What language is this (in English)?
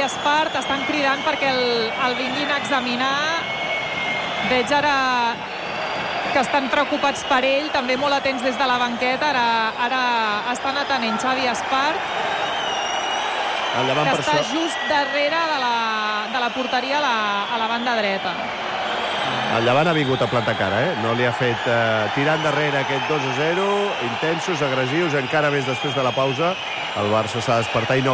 Catalan